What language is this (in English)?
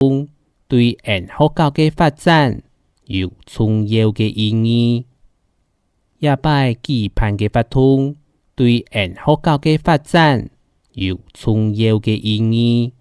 Hakka Chinese